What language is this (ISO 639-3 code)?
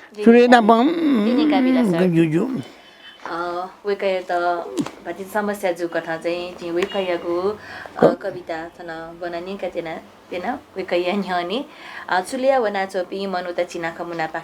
new